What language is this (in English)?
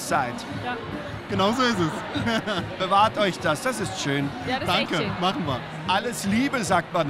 German